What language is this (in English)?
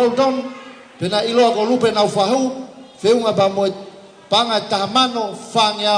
Tongan